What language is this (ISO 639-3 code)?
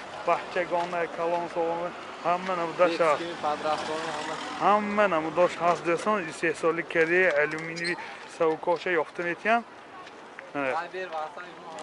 tgk